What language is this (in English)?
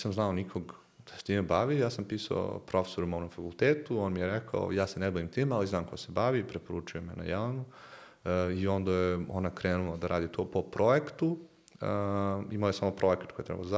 Serbian